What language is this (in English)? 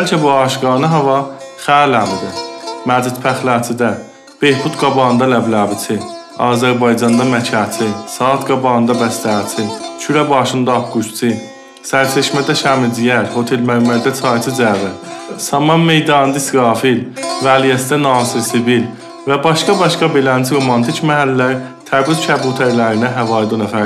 South Azerbaijani